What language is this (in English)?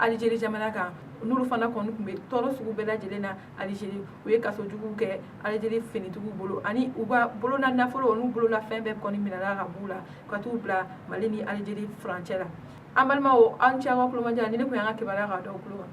Bambara